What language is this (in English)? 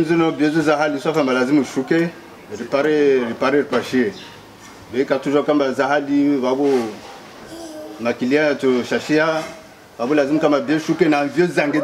Swahili